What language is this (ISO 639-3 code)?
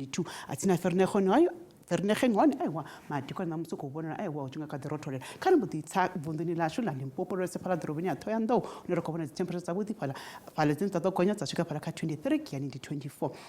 ven